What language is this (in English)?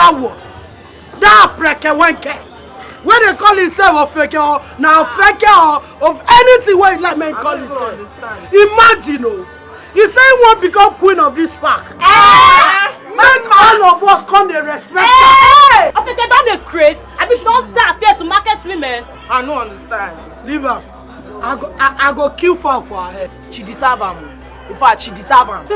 Nigerian Pidgin